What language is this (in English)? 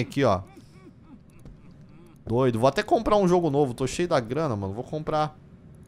Portuguese